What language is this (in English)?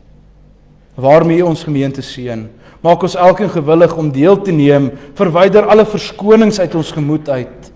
Afrikaans